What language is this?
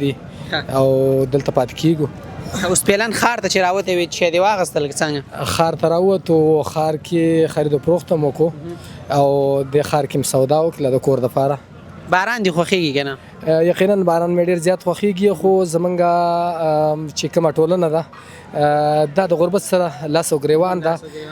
Pashto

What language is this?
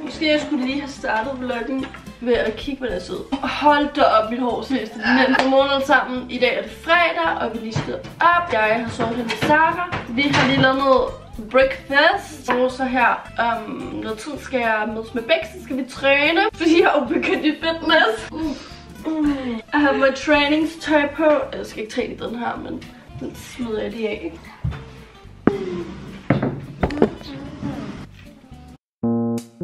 Danish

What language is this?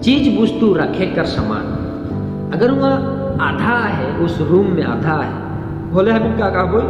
Sadri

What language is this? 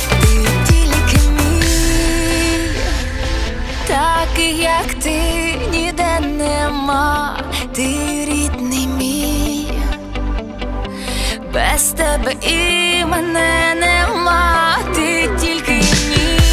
Ukrainian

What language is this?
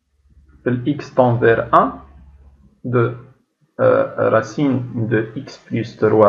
Tunisian Arabic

